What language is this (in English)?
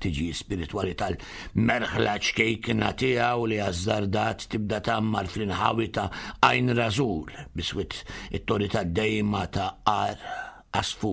Maltese